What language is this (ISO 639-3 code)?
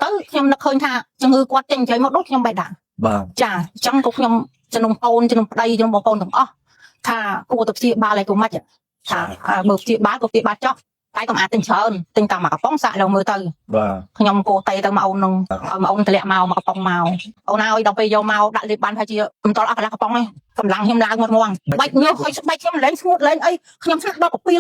khm